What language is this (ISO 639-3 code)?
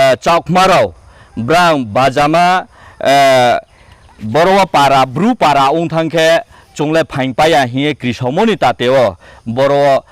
ria